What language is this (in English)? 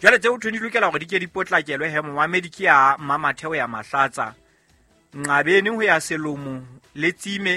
Southern Sotho